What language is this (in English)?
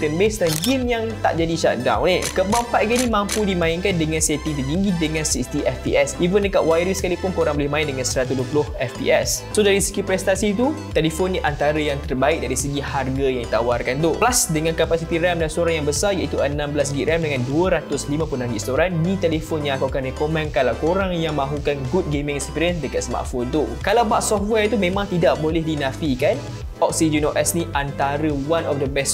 Malay